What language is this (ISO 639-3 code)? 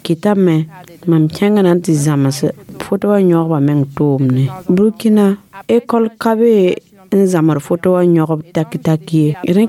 mos